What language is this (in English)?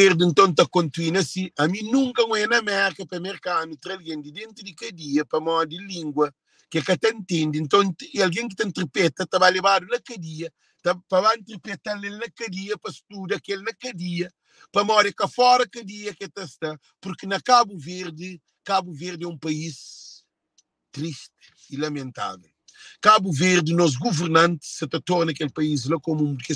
Kabuverdianu